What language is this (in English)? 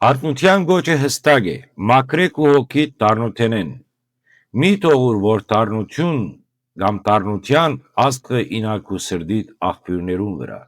Western Armenian